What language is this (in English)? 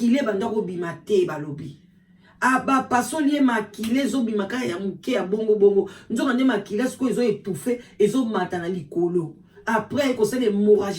Lingala